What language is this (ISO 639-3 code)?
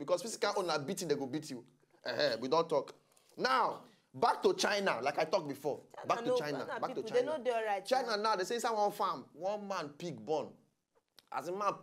pcm